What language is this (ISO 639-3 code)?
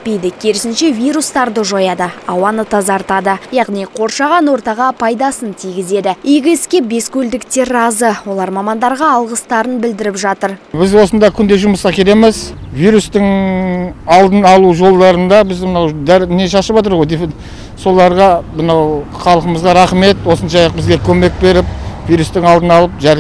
kaz